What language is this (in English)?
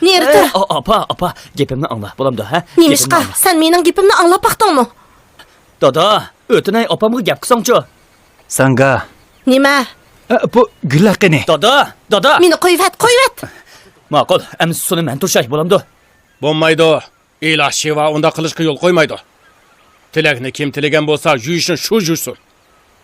Uyghur